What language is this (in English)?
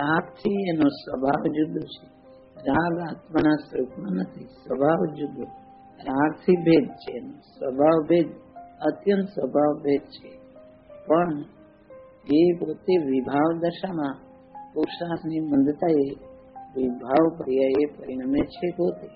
Gujarati